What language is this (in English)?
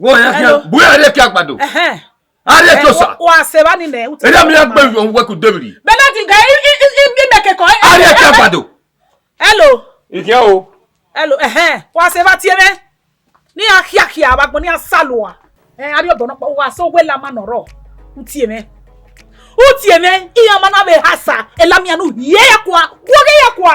Bini